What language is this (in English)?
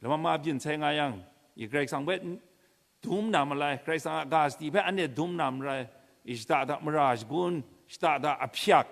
Kachin